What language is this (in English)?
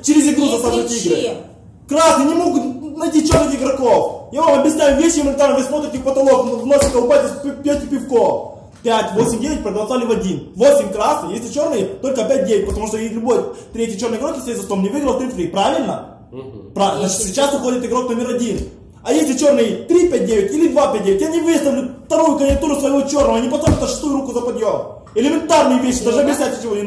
Russian